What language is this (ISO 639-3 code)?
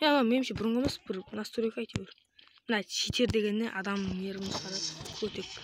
kaa